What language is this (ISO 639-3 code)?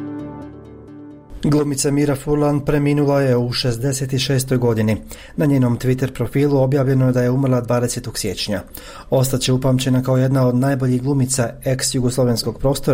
bos